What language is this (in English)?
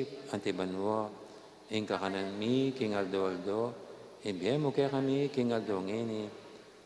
Pampanga